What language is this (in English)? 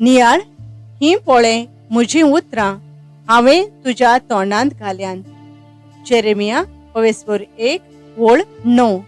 Konkani